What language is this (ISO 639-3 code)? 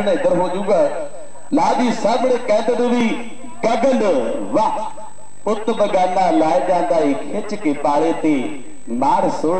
pan